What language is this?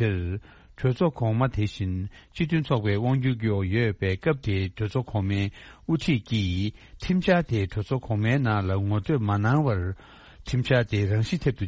Tibetan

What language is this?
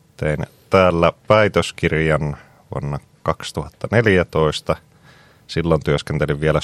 Finnish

